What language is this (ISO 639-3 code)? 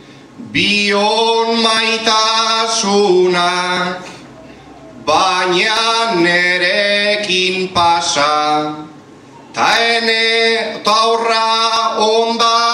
eus